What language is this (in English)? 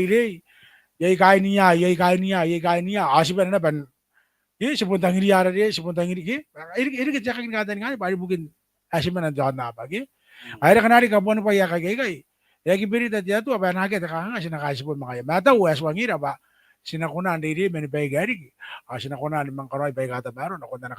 Gilbertese